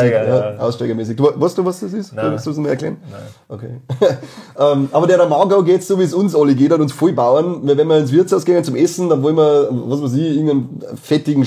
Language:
Bavarian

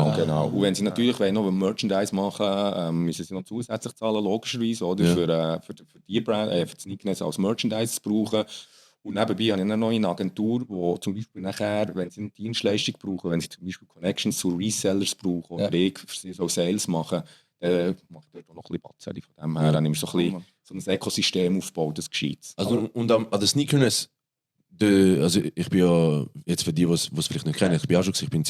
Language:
Swiss German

